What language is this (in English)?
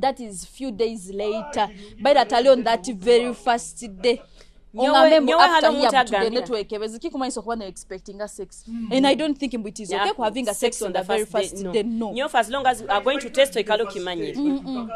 Nyoro